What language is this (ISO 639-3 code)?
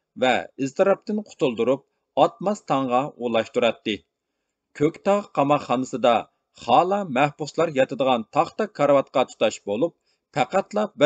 uig